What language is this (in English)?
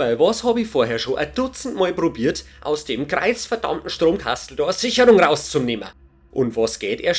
Bavarian